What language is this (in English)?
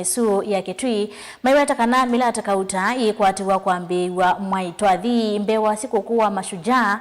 Kamba